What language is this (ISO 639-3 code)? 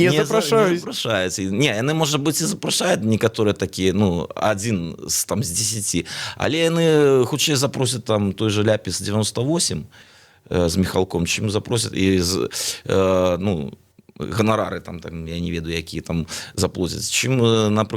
bel